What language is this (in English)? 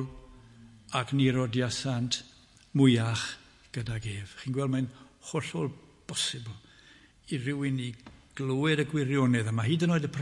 Welsh